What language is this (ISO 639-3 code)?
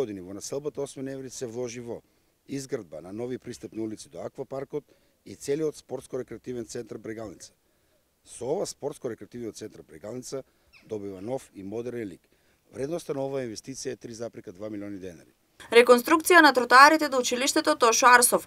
mkd